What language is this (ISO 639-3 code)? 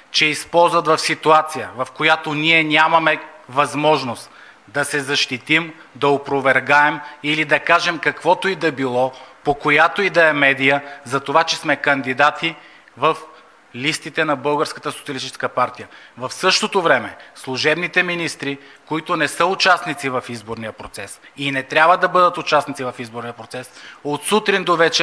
bul